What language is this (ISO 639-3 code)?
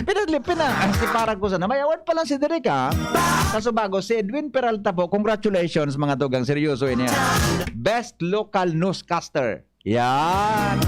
bik